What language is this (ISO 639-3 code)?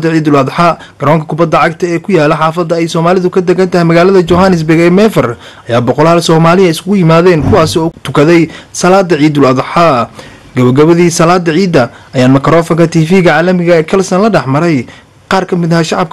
som